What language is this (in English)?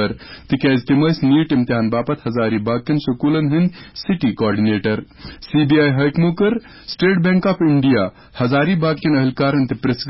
Kashmiri